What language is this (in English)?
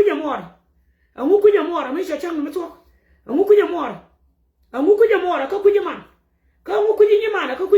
Nuer